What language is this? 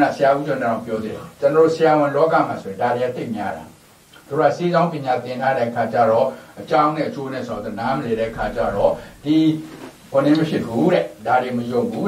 Burmese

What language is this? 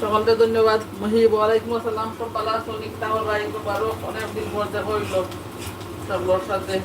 Sylheti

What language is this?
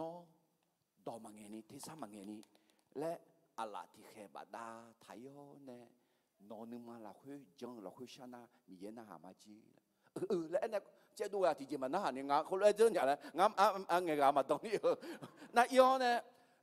Akha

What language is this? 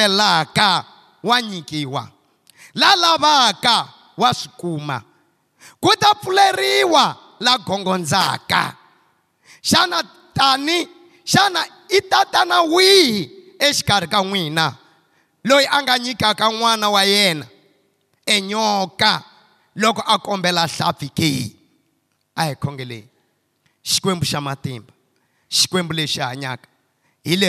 Tsonga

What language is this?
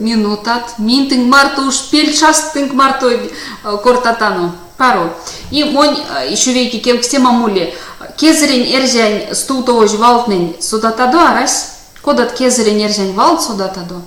Erzya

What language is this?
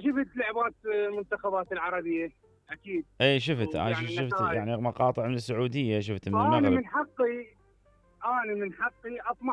Mesopotamian Arabic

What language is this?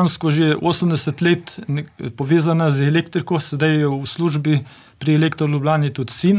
Slovenian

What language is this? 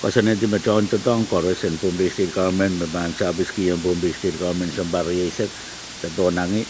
Pohnpeian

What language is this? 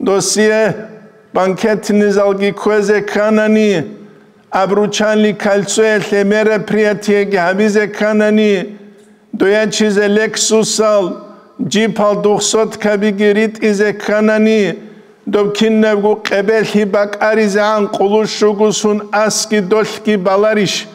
Avaric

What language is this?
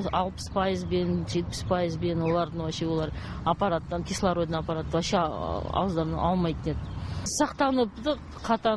Kazakh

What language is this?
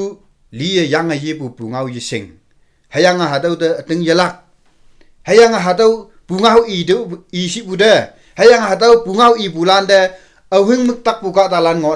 Konyak Naga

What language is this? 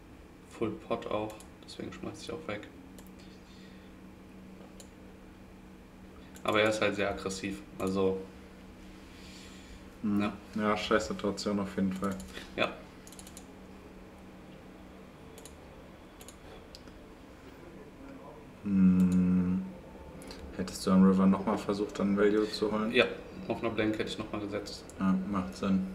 German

